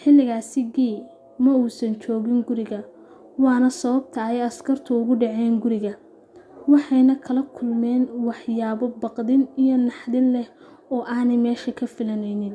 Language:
Somali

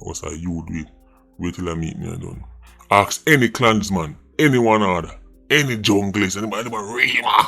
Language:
Jamaican Creole English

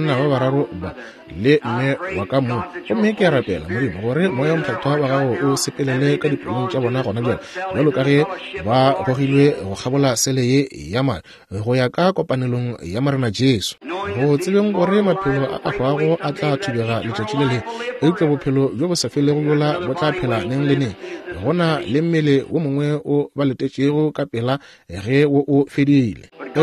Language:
Northern Sotho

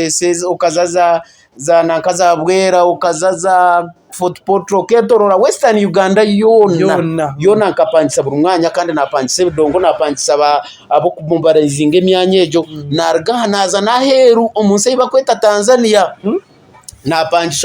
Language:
Nyankole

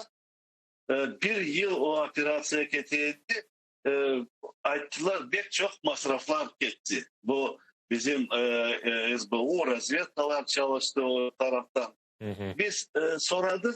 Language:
Crimean Tatar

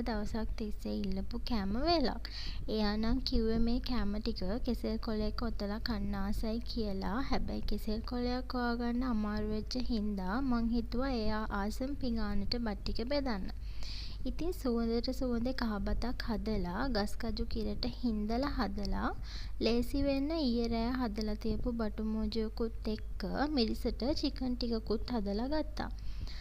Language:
Sinhala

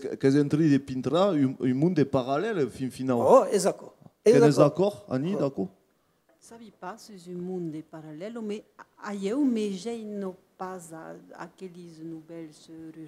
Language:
Occitan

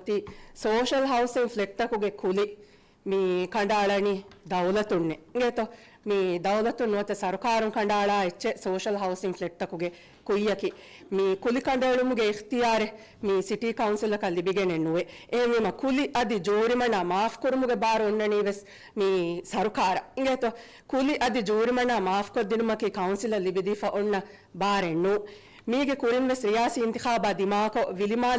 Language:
Divehi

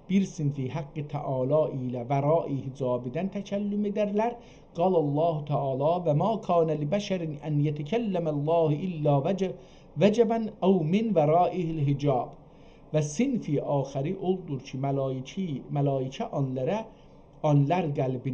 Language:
South Azerbaijani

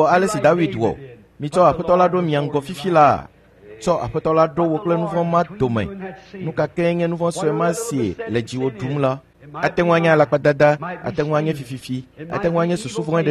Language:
Ewe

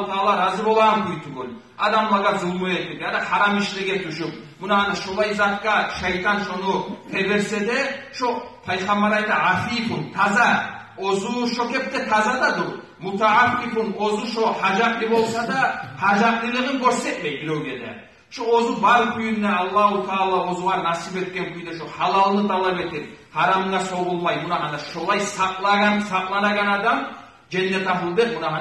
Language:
Kumyk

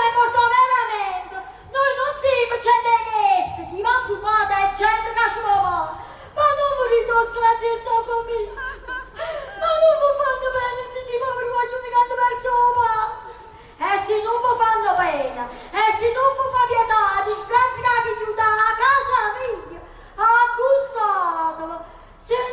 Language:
Neapolitan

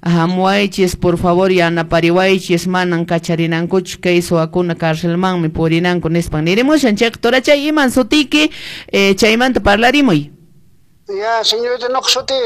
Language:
Quechua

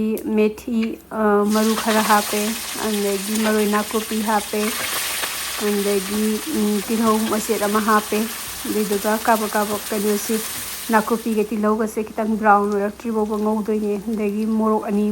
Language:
Manipuri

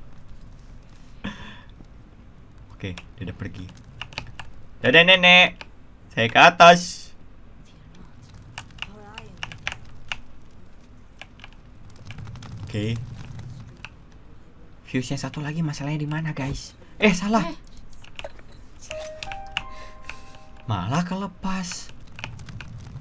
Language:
Indonesian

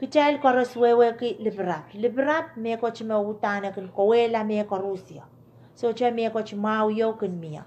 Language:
Pohnpeian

